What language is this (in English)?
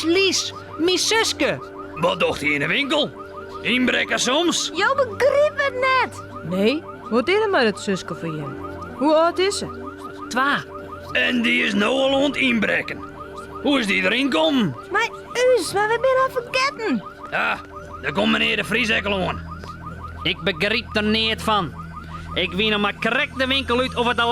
Western Frisian